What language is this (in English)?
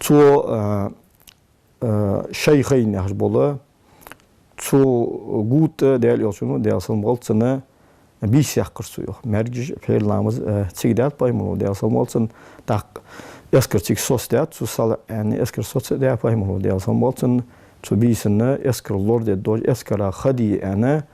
Ingush